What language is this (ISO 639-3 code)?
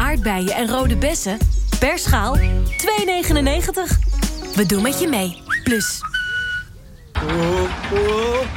nld